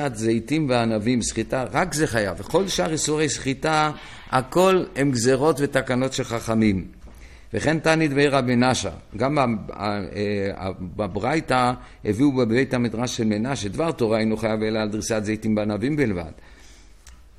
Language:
Hebrew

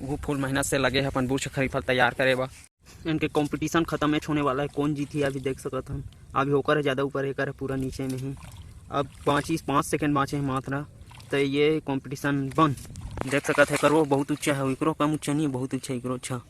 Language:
Chhattisgarhi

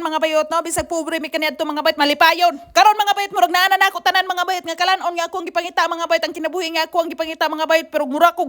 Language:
Cebuano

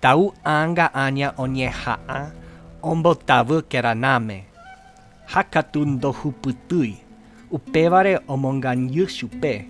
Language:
Guarani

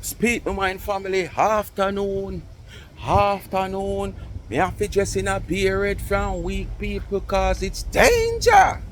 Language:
Jamaican Creole English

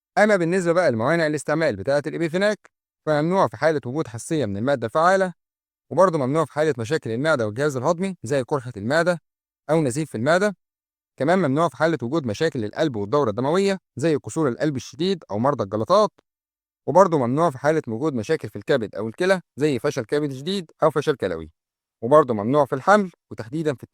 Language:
Egyptian Arabic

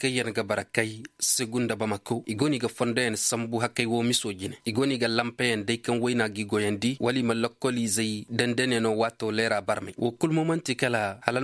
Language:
Zarma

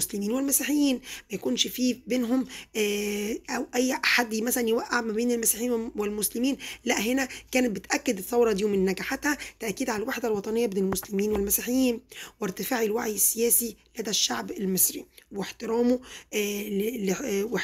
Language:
Egyptian Arabic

